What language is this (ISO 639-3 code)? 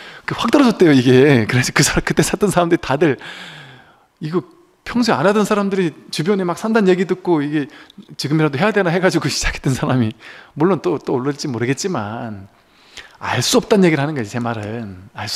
kor